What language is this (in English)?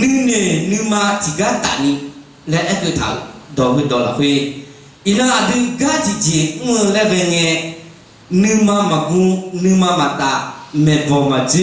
Akha